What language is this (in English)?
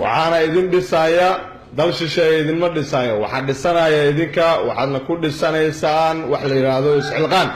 Somali